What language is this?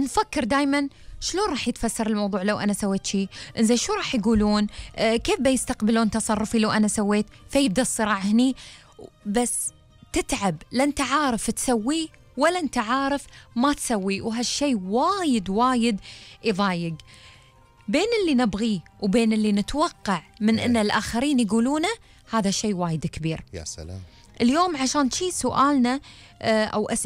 Gulf Arabic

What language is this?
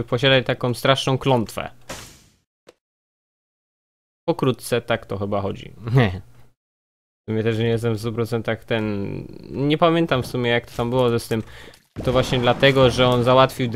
Polish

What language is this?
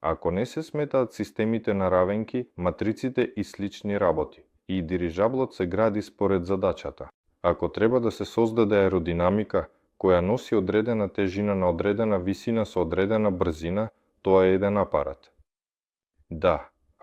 Macedonian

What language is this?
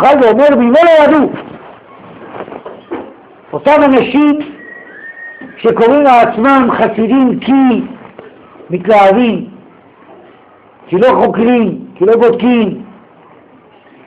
Hebrew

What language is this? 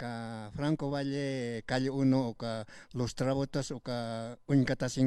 Aymara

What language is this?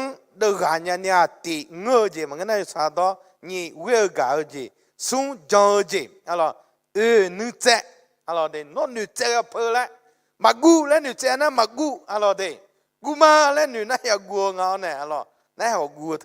Akha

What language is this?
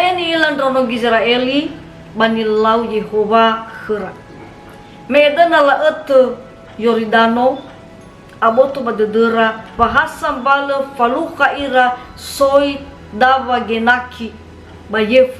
Nias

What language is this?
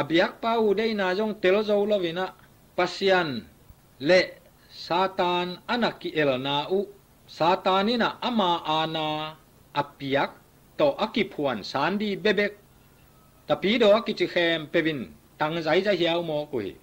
Tedim Chin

